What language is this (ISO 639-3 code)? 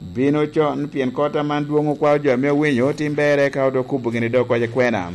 laj